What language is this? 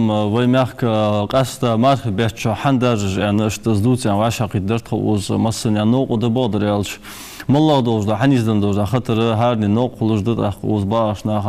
Ingush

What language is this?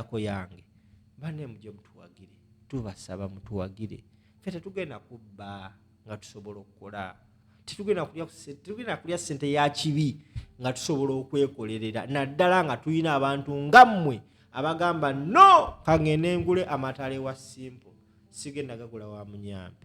Ganda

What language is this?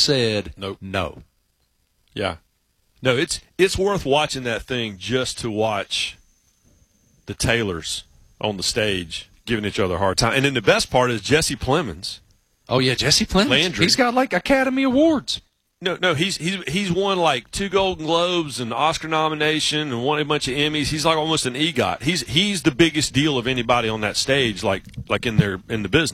English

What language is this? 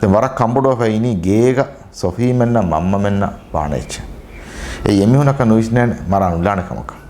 Divehi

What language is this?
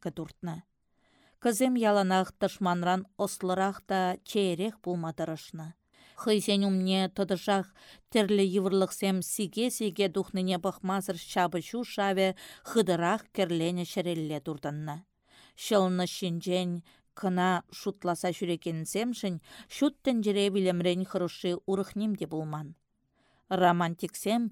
Chuvash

